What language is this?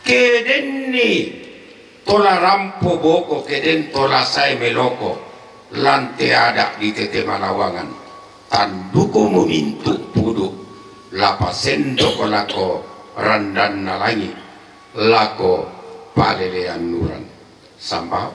Toraja-Sa'dan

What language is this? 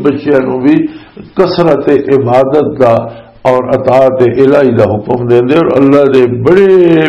Western Panjabi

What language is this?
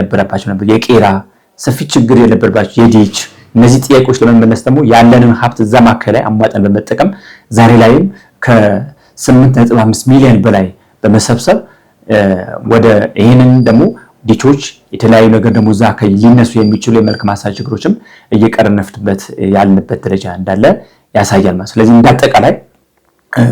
Amharic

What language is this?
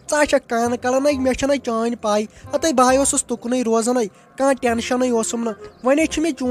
Kashmiri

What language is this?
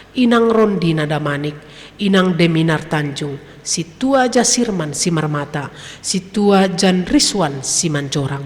Batak Simalungun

